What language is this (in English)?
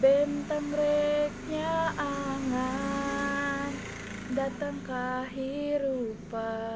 Sundanese